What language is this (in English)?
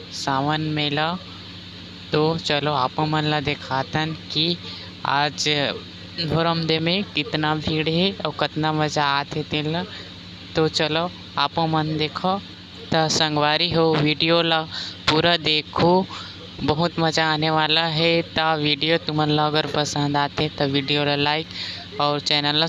Chhattisgarhi